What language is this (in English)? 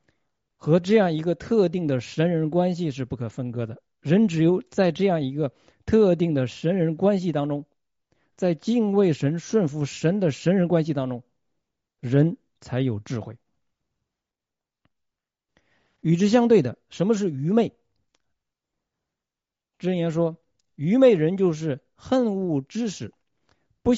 Chinese